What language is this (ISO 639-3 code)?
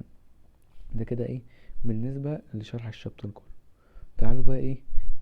arz